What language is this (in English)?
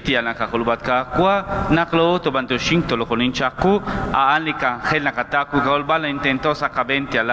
Kekchí